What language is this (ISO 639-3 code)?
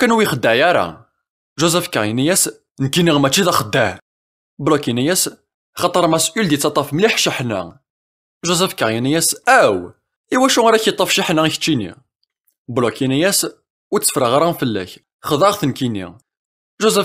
kab